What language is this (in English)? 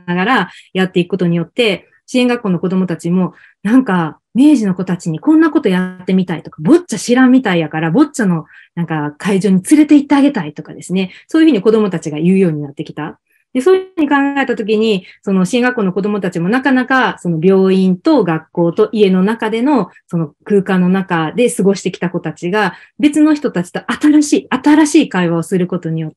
Japanese